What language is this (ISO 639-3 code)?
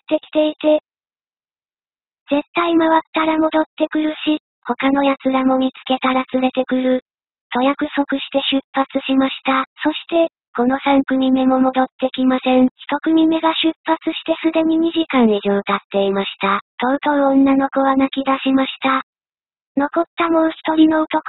jpn